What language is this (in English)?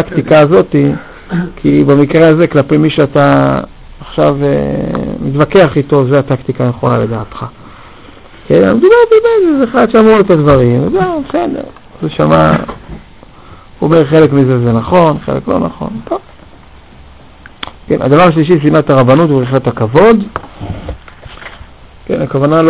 Hebrew